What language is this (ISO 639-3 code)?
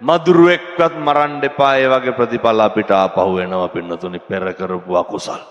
sin